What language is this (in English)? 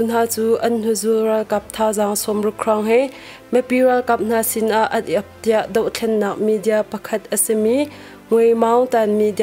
Hakha Chin